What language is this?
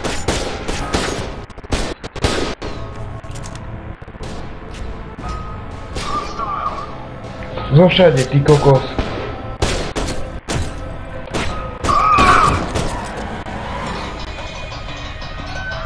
Slovak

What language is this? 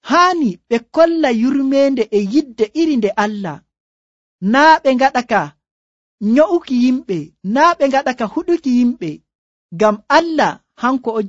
Nigerian Fulfulde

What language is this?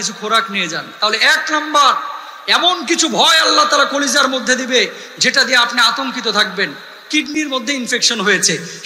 Bangla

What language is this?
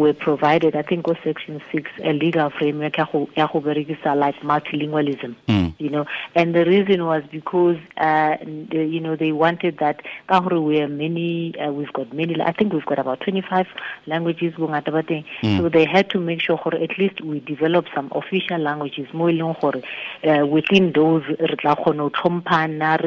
Tswana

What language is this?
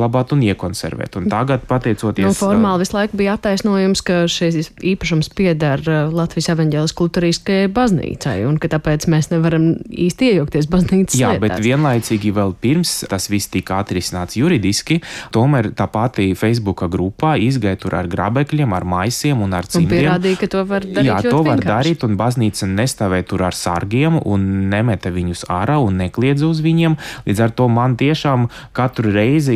Latvian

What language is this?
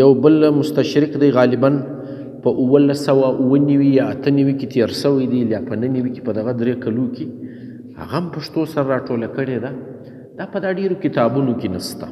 Pashto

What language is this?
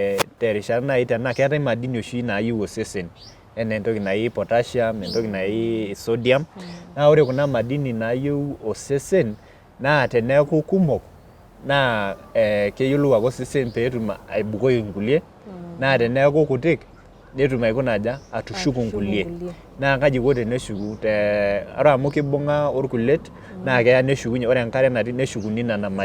Masai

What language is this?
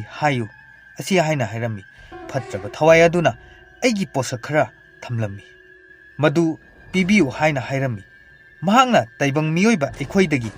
Manipuri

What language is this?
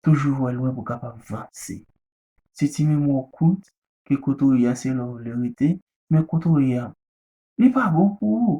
Haitian Creole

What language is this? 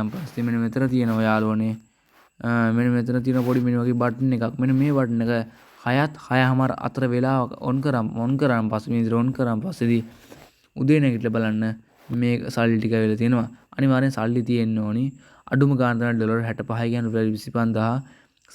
Sinhala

